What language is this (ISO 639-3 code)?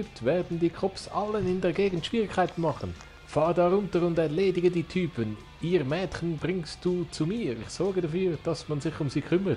gsw